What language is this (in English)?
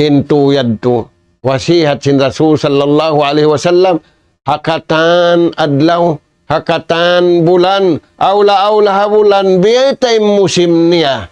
Tausug